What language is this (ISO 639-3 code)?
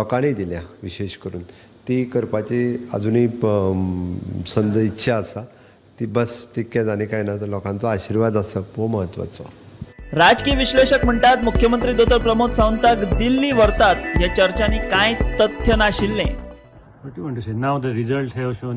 kok